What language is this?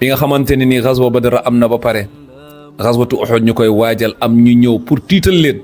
Wolof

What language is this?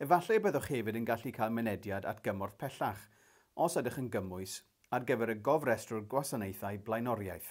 Welsh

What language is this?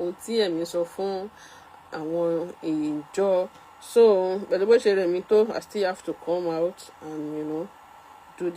Yoruba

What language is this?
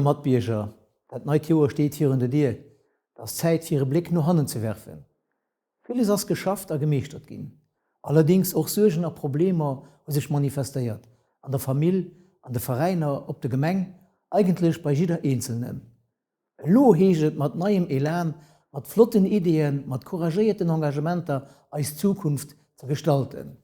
Luxembourgish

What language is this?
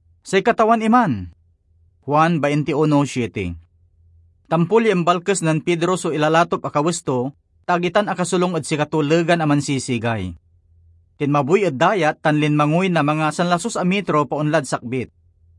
Pangasinan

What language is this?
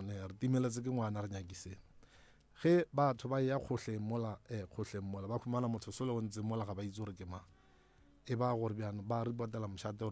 Northern Sotho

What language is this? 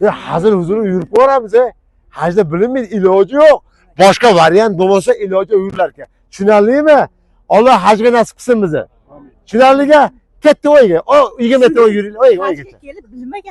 Uzbek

